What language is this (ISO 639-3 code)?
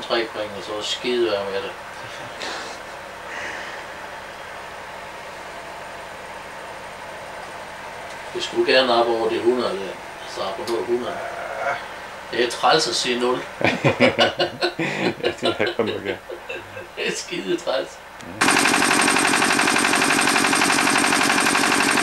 dan